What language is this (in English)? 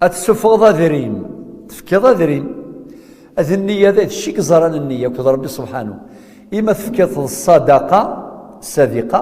Kabyle